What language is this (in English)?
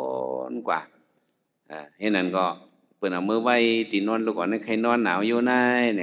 Shan